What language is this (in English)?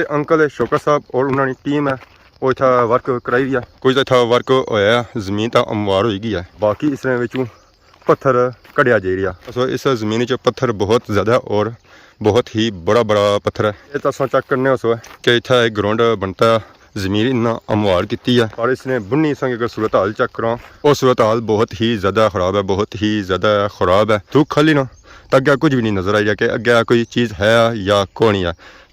Pahari-Potwari